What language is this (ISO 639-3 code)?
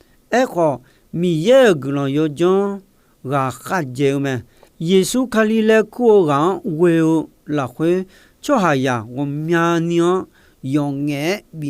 ahk